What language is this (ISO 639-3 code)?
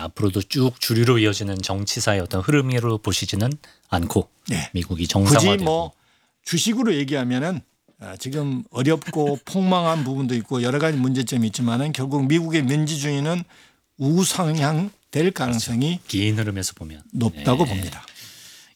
kor